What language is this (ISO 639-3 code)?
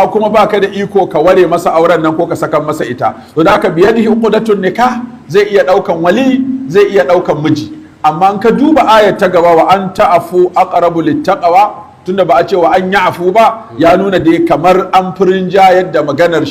hau